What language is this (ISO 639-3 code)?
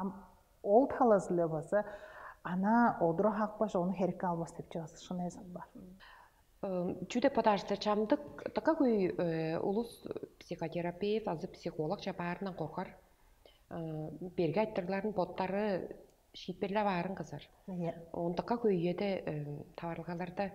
tyv